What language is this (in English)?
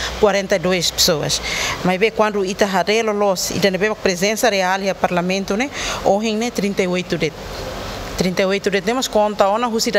Tetum